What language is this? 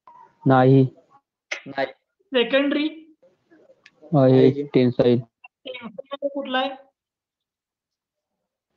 Marathi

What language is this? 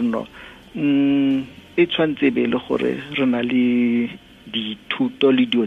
Tswana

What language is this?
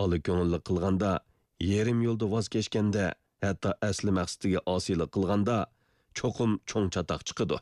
Uyghur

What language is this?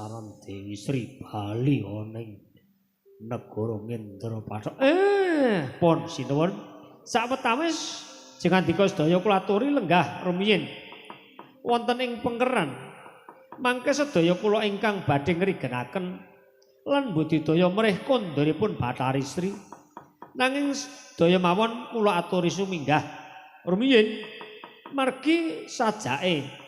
Javanese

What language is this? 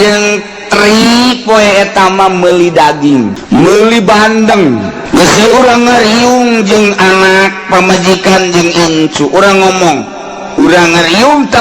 Sundanese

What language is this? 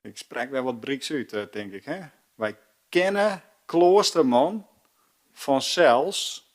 Western Frisian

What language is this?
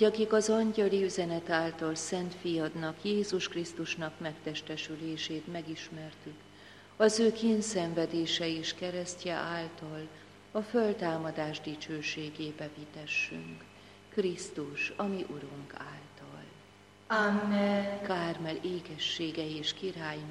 Hungarian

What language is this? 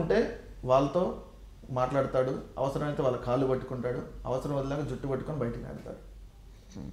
Telugu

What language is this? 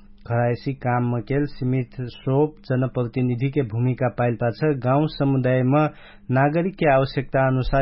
Dangaura Tharu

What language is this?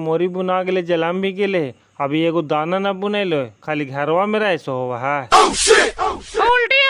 Magahi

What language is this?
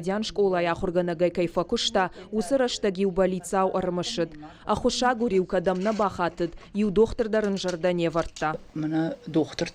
Ossetic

